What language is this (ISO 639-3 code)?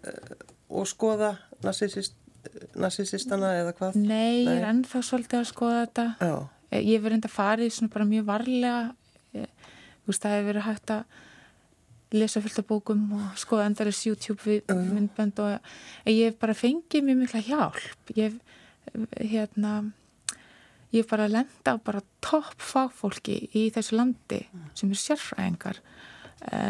isl